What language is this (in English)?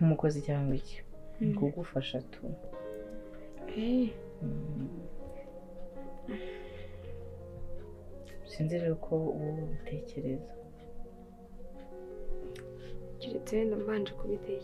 Kinyarwanda